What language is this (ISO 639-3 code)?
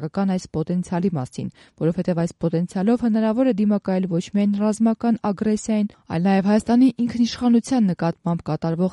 hye